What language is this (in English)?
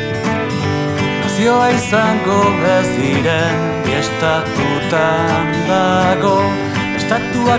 Basque